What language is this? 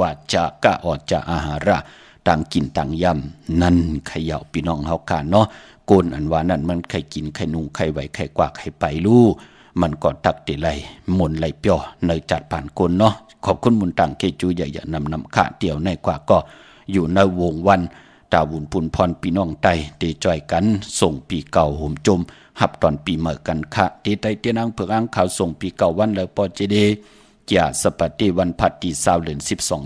Shan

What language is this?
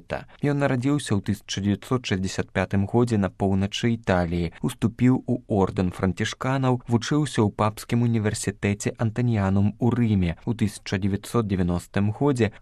Belarusian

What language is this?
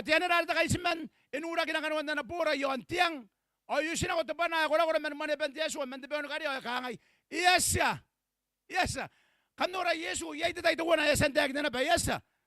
Gilbertese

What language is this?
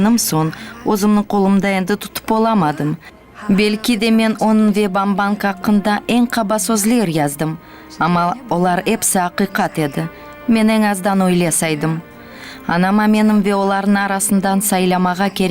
Crimean Tatar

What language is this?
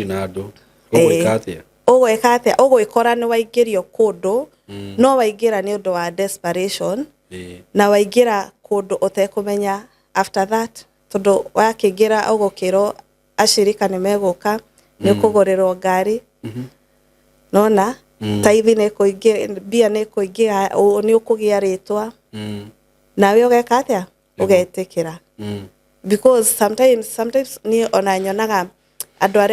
Kikuyu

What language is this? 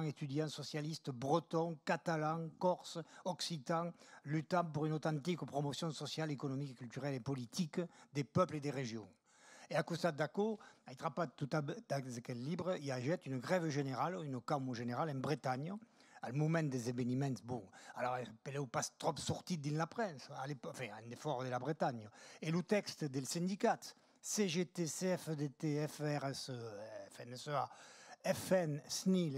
Occitan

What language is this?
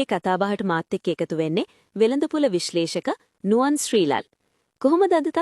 Sinhala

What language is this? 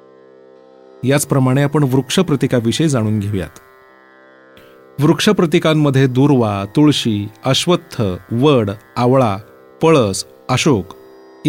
Marathi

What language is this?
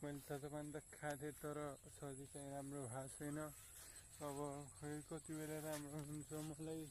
Nepali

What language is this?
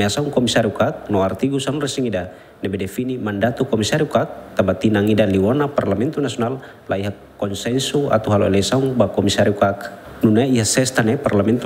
Tetum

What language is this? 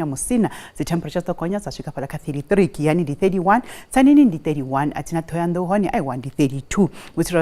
Venda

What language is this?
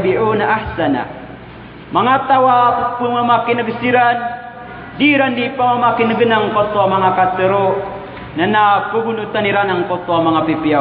Maranao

